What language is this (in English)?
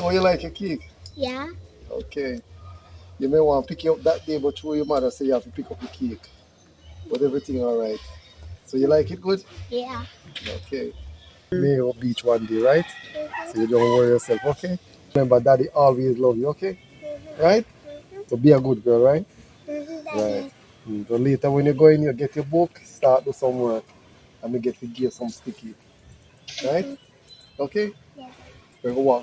Jamaican Creole English